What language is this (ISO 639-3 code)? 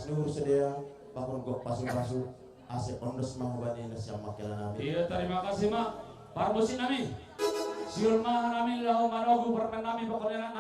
bts